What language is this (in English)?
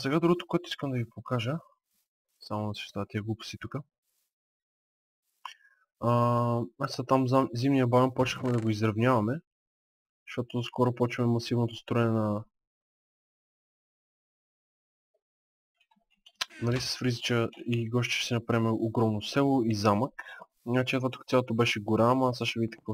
Bulgarian